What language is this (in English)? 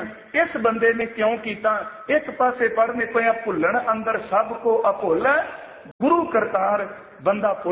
Punjabi